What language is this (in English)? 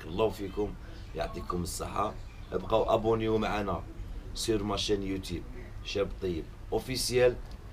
Algerian Arabic